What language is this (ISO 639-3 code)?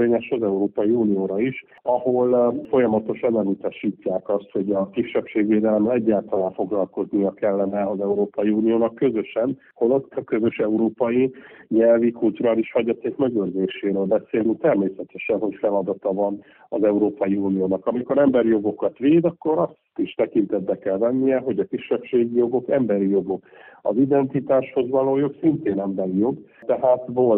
hun